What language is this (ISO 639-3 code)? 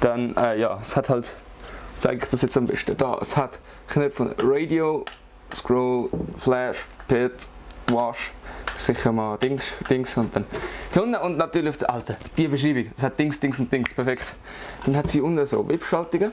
gsw